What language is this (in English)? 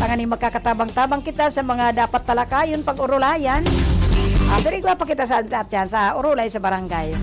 Bikol